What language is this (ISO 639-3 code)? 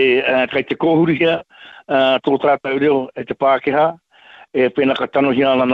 mri